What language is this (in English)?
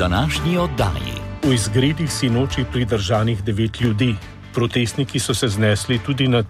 Slovenian